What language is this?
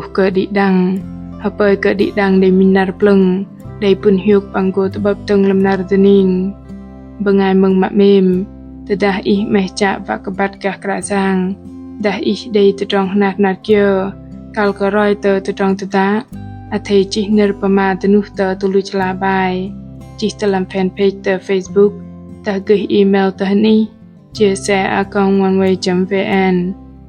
Bahnar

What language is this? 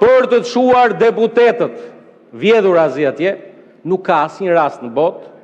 Albanian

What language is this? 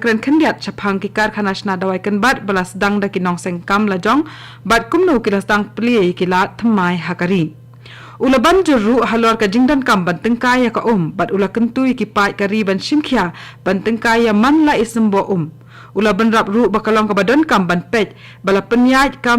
Khasi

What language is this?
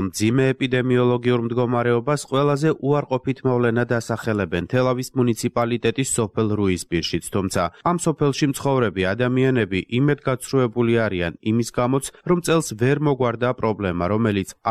Georgian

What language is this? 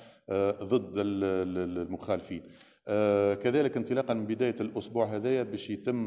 Tunisian Arabic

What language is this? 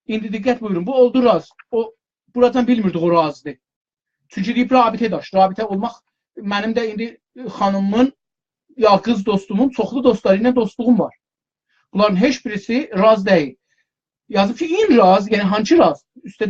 South Azerbaijani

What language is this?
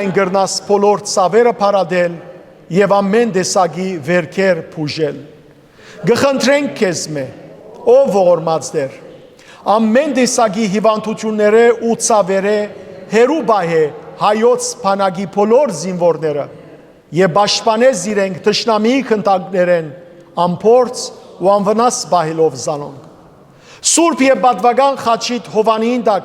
Western Armenian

